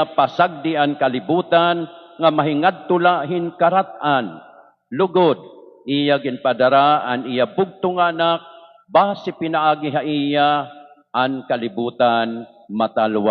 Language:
Waray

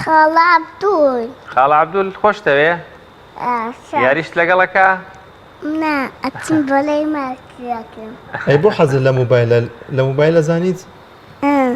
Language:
Central Kurdish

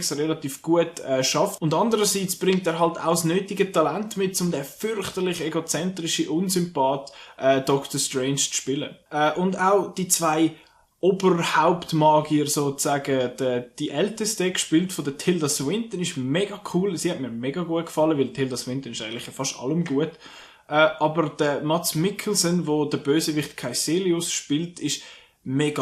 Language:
Swiss German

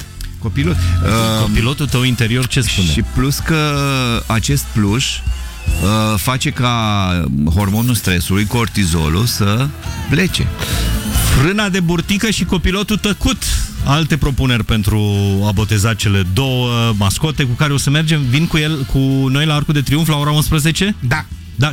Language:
Romanian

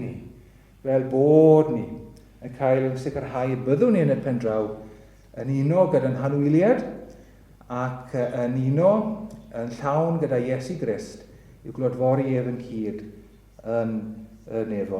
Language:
Welsh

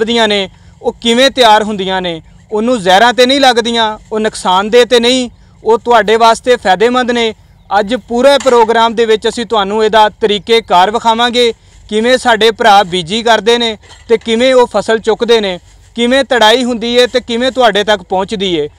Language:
Punjabi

